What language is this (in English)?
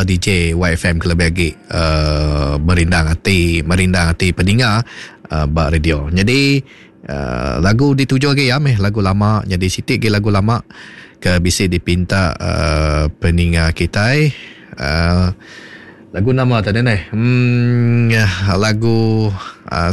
Iban